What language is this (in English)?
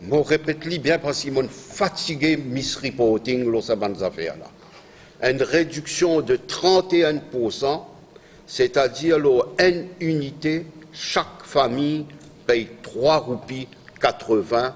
Morisyen